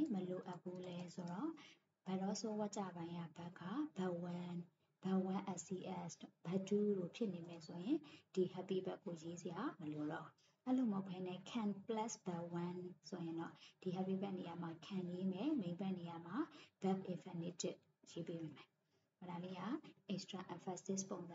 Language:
Burmese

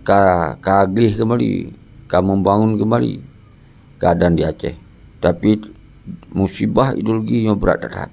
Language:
Achinese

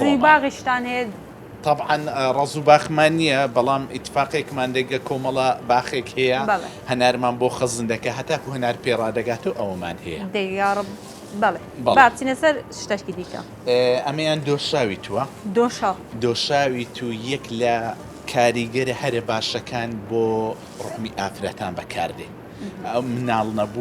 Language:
Central Kurdish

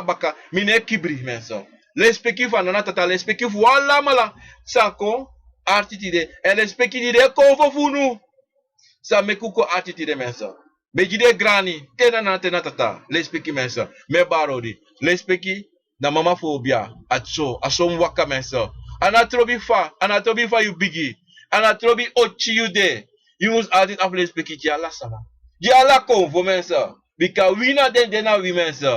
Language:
Sranan Tongo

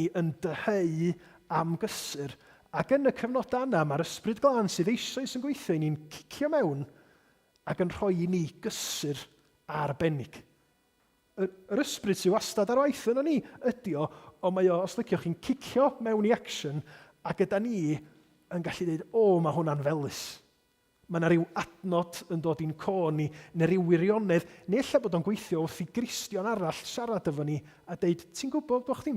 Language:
Welsh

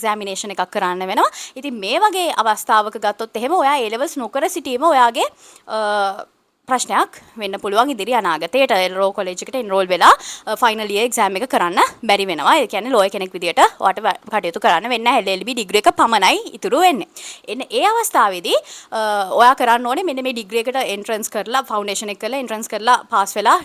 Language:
Sinhala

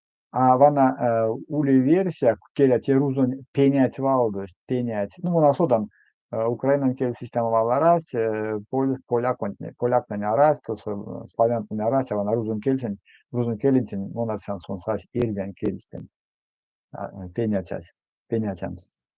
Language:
Erzya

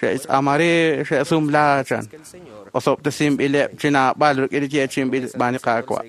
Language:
Kekchí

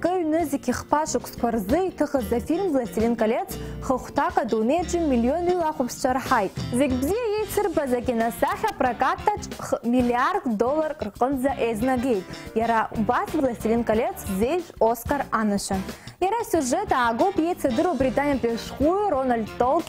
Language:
Abkhazian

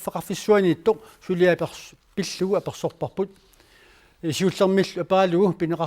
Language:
Kalaallisut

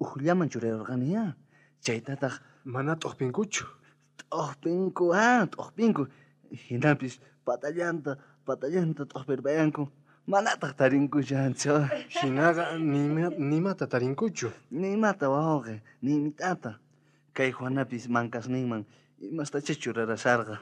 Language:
South Bolivian Quechua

